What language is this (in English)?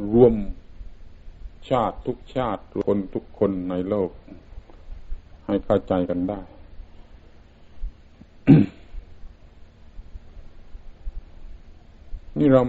Thai